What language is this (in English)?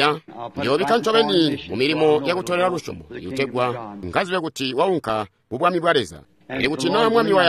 Tonga (Zambia)